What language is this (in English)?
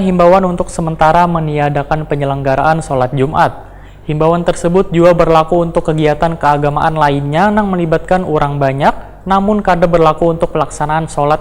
Banjar